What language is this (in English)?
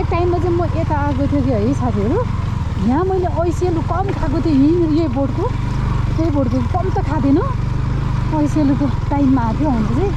Nepali